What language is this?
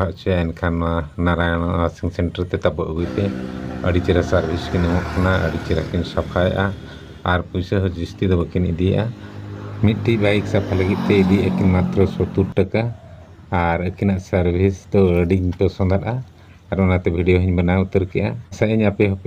Santali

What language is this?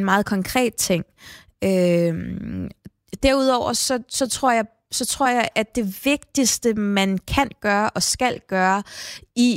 Danish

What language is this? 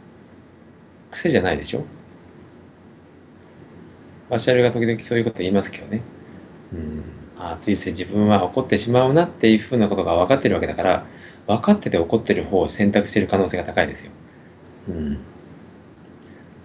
Japanese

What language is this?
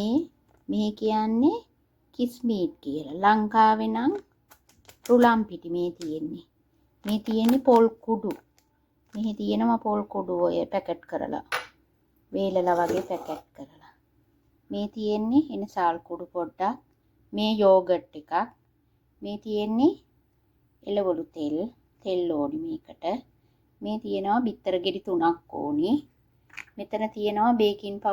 Sinhala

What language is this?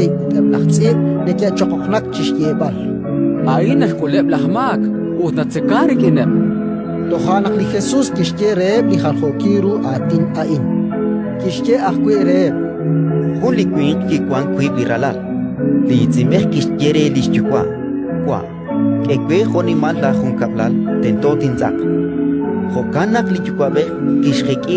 Kekchí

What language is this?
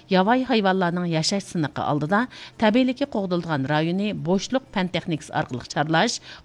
Uyghur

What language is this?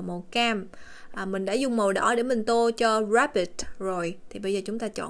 Vietnamese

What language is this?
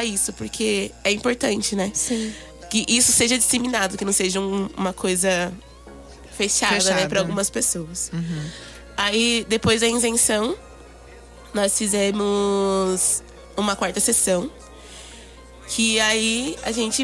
Portuguese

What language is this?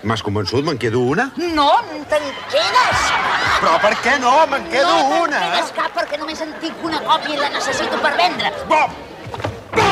Catalan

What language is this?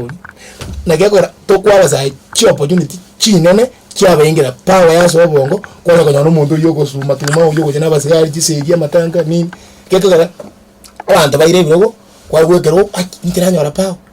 Gusii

